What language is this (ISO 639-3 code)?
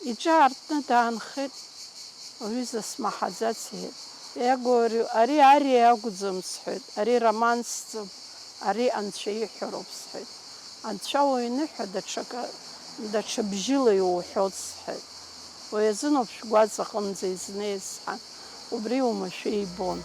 abk